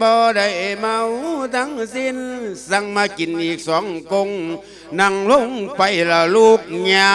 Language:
Lao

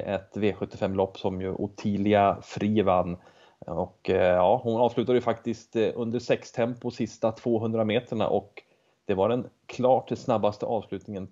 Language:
Swedish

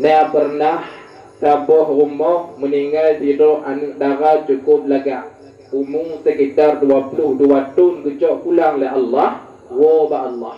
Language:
Achinese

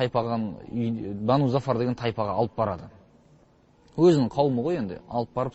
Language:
Kazakh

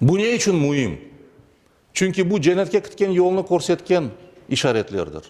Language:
Crimean Tatar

